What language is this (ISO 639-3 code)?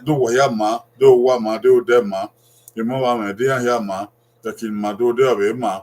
bin